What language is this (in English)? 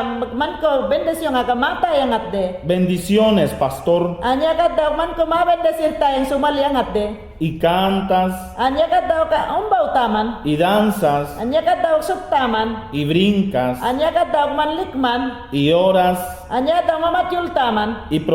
Mayangna